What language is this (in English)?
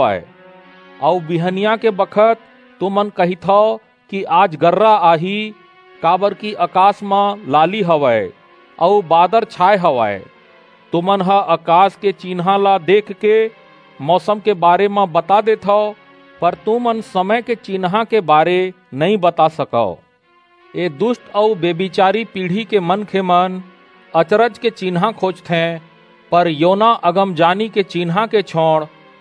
Chhattisgarhi